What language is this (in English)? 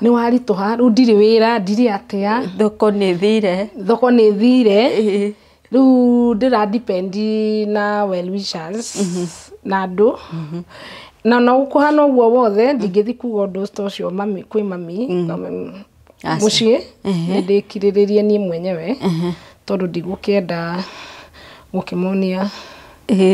Kikuyu